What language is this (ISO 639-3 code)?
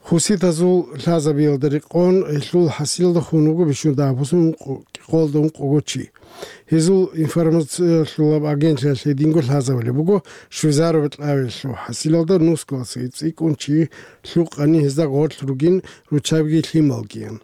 ava